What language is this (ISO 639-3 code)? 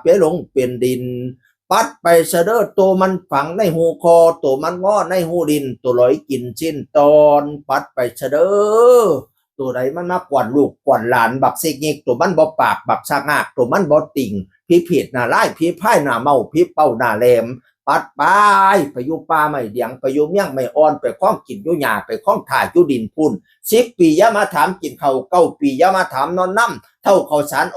tts